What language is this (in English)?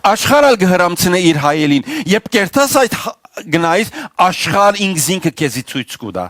Western Armenian